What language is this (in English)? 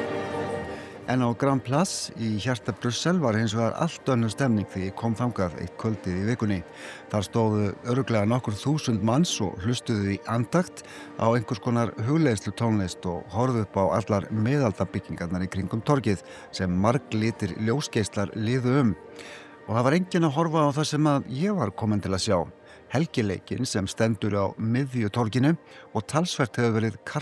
Icelandic